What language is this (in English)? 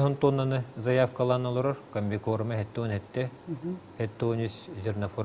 Yakut